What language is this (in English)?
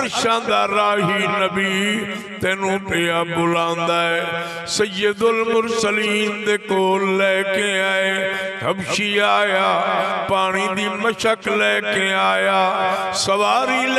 Saraiki